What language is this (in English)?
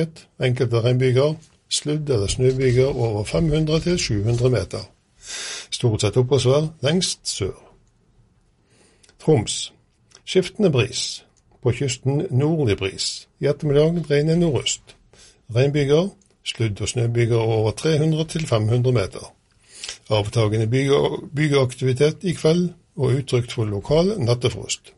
Norwegian